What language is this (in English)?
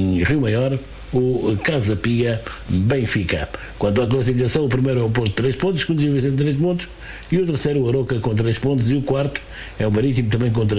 Portuguese